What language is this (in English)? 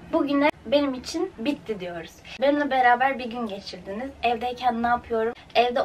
Turkish